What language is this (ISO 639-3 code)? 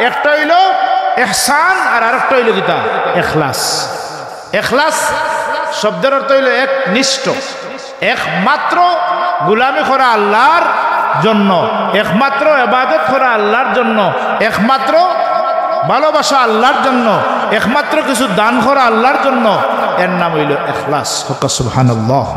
syl